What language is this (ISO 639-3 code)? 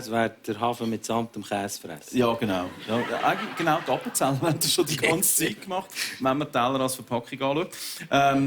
gsw